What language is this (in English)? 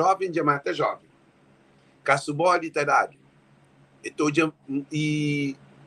Kabuverdianu